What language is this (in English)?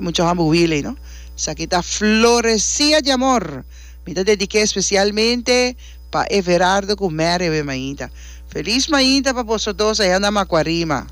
Papiamento